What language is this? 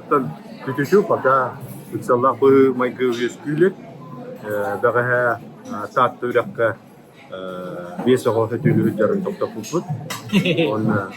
Yakut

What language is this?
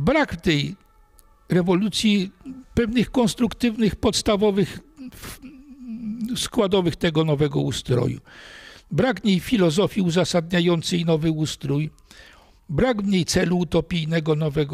Polish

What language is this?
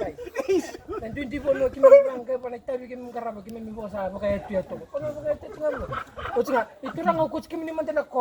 Fijian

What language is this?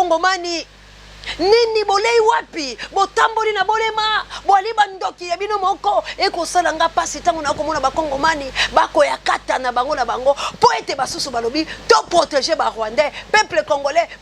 Lingala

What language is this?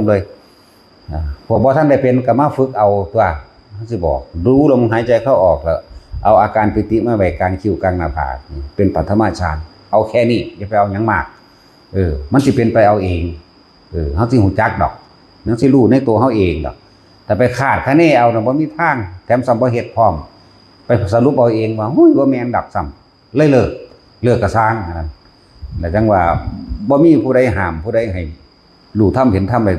Northeastern Thai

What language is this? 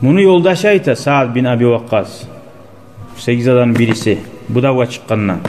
Kumyk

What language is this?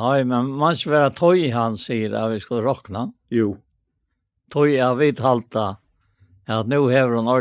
Faroese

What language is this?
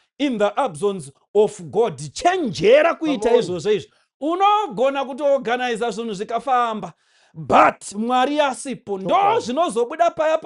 Shona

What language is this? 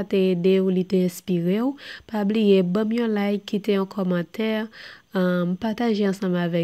Haitian Creole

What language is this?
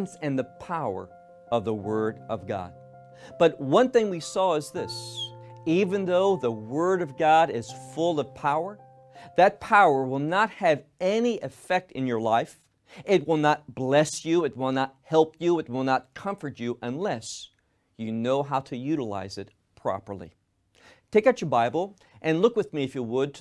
English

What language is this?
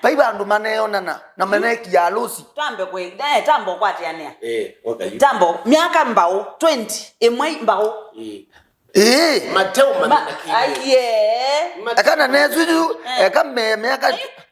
Kamba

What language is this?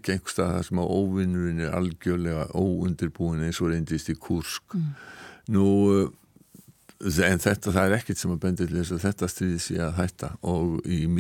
Icelandic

